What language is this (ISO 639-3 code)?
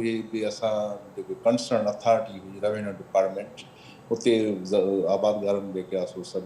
snd